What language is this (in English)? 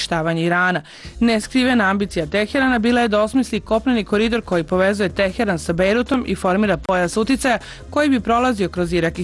Serbian